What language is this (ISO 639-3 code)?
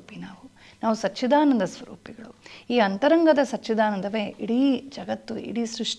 kan